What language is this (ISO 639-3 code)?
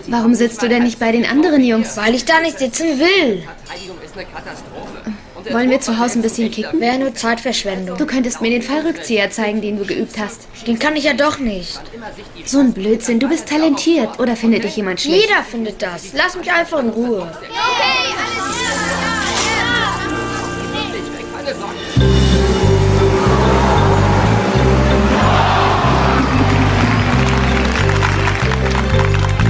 deu